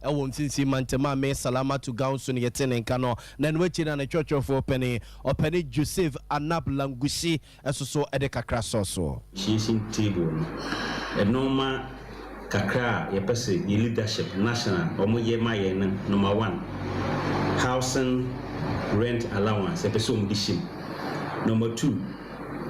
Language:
Akan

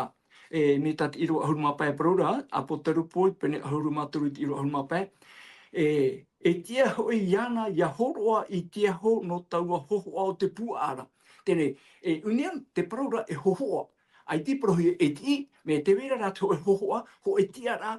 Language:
Tahitian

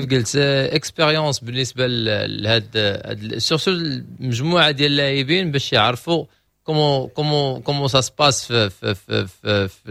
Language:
Moroccan Arabic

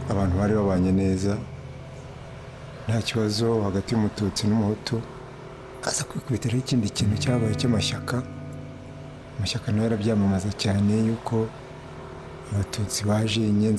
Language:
Kinyarwanda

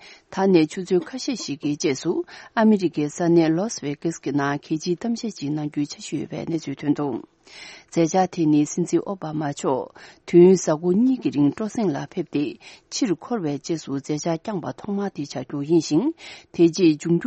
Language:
Tibetan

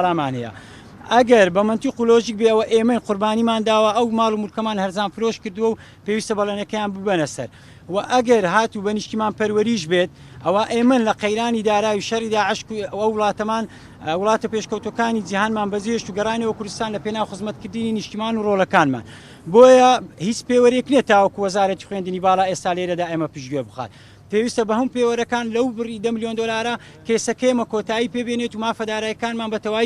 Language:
Central Kurdish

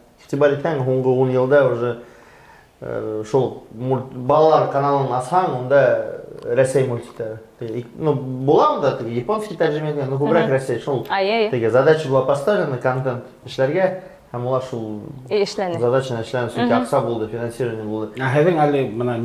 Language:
Bashkir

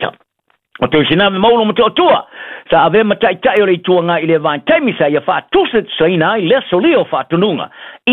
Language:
Samoan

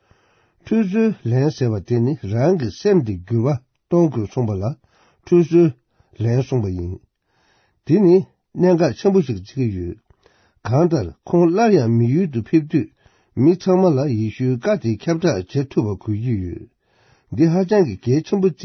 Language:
Tibetan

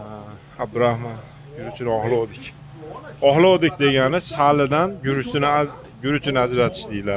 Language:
Uzbek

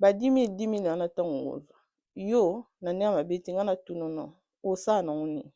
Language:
Lingala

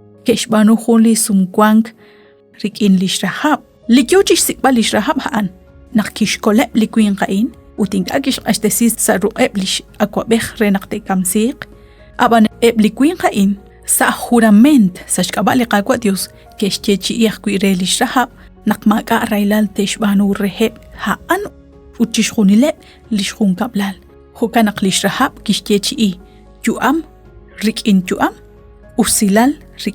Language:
Kekchí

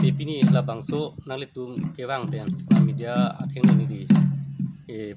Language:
Karbi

